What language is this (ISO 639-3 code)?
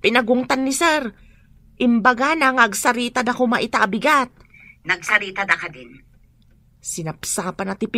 ilo